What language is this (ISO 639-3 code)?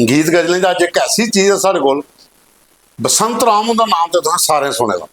doi